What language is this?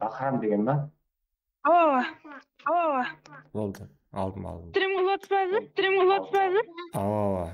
Kara-Kalpak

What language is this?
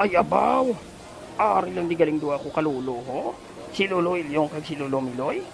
Hiligaynon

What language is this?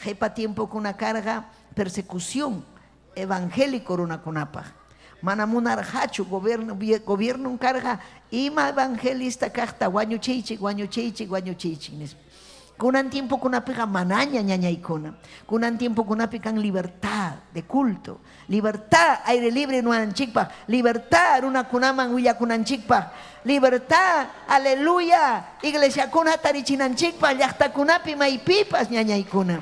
Ayacucho Quechua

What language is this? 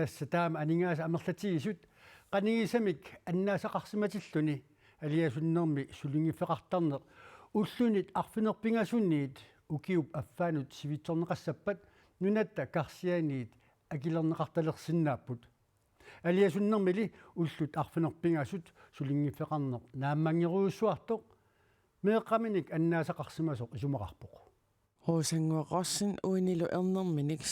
Kalaallisut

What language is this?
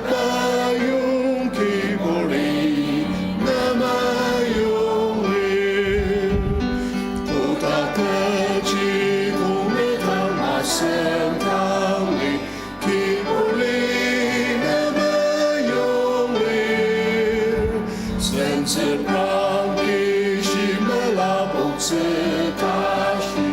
Ao Naga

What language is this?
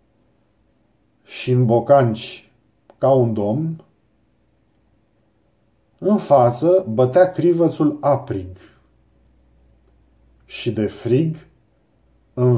Romanian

